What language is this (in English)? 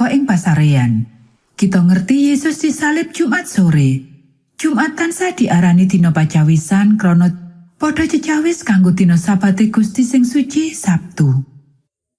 Javanese